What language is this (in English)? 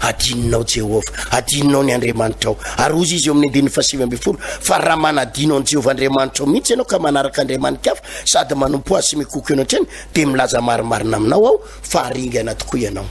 Malagasy